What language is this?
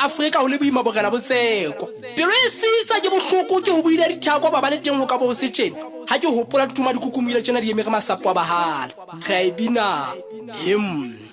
Southern Sotho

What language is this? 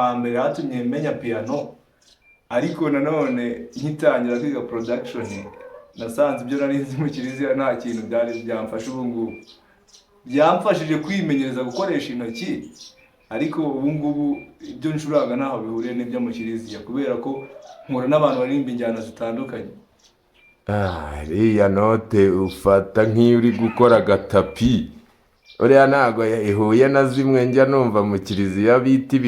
Kinyarwanda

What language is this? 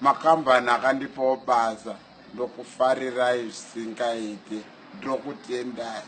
Shona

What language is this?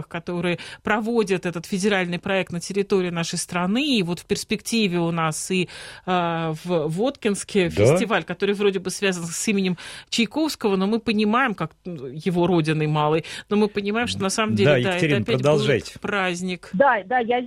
Russian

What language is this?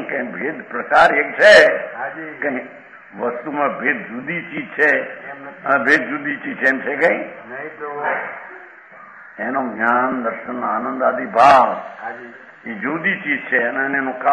Gujarati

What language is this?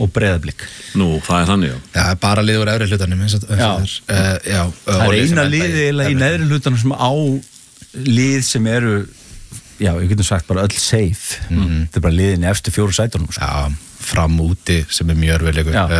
Icelandic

